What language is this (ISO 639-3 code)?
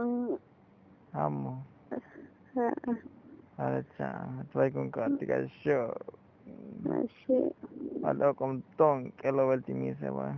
tzo